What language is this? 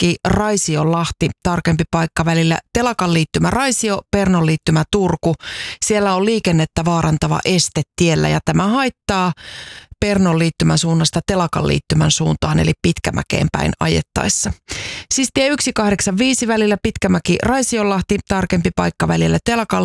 Finnish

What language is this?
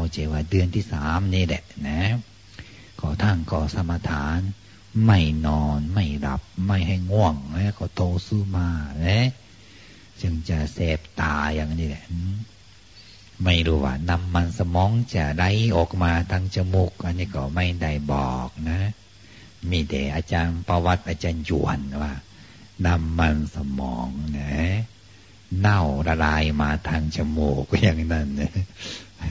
Thai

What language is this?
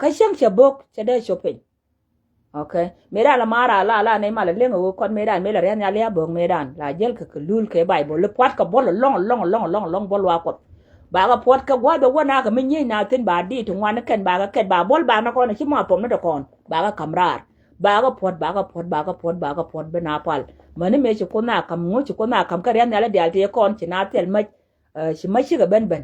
Nuer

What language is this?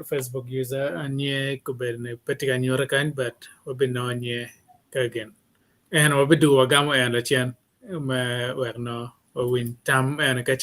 Acoli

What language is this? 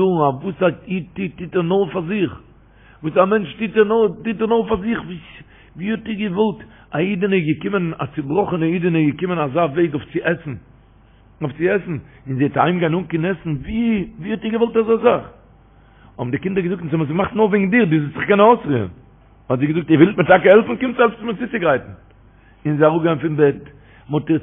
Yiddish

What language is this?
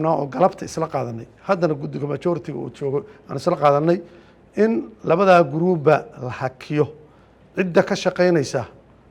Somali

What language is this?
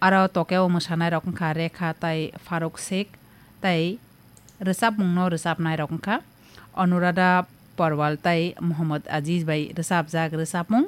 Kok Borok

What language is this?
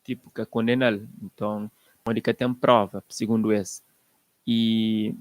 Kabuverdianu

